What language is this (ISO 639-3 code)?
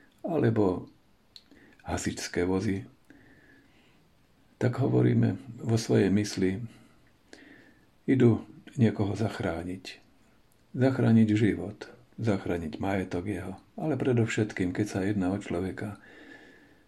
slk